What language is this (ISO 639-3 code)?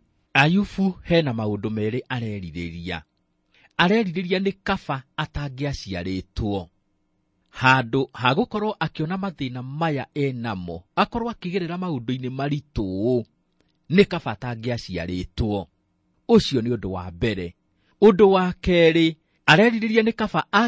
kik